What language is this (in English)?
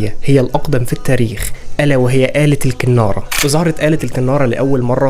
Egyptian Arabic